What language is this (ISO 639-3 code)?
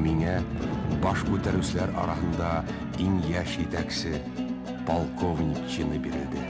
bak